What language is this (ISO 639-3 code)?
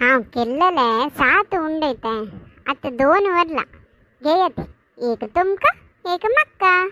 kok